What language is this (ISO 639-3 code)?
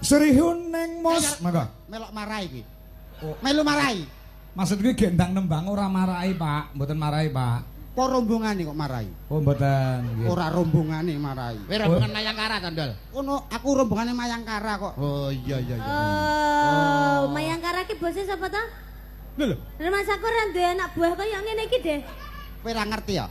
jav